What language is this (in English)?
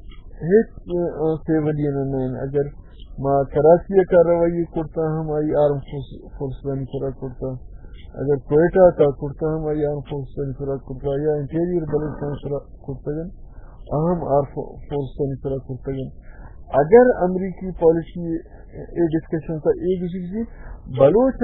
Baluchi